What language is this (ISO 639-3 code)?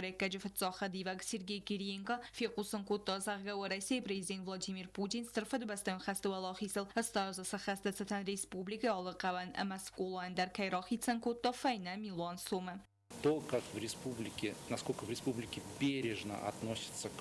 oss